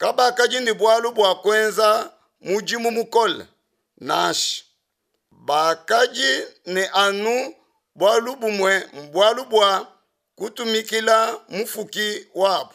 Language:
Luba-Lulua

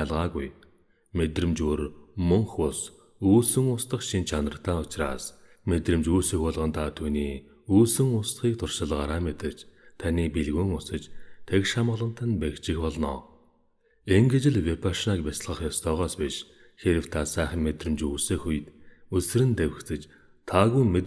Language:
Mongolian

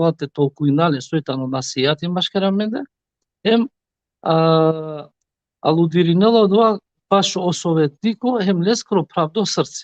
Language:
Balkan Romani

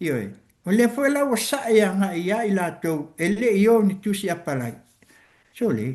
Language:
Samoan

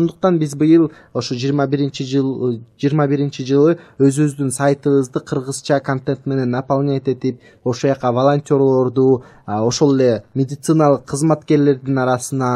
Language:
Kyrgyz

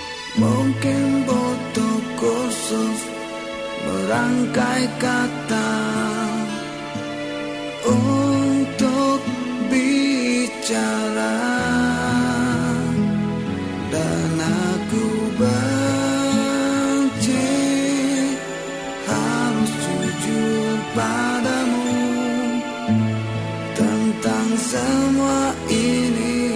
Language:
Indonesian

